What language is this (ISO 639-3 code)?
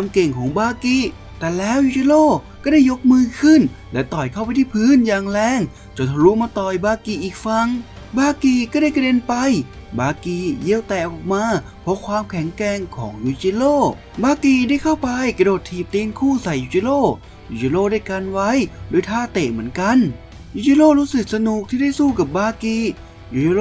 tha